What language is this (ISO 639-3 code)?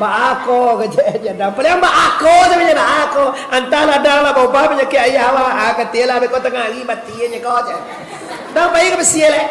min